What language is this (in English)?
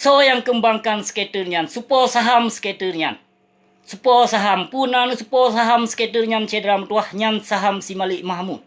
Achinese